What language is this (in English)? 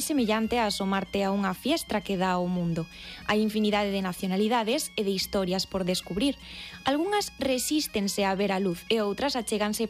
Galician